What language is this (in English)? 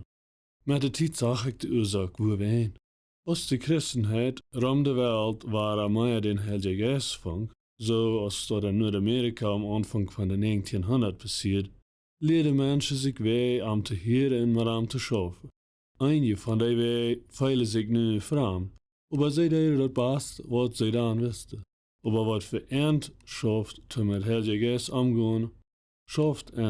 Plautdietsch